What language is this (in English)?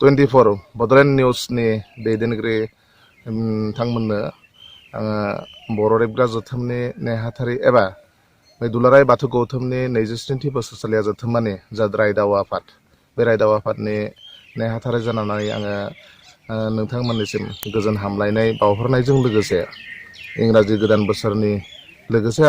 Bodo